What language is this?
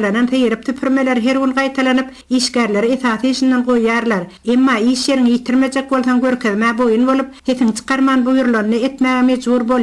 Turkmen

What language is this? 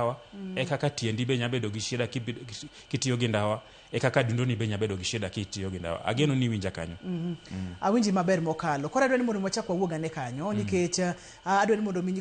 Luo (Kenya and Tanzania)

